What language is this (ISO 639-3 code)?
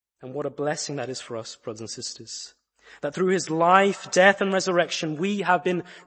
eng